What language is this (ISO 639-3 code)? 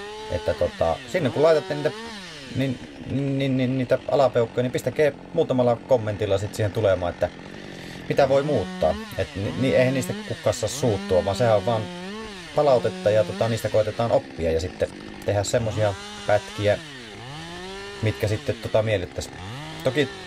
fin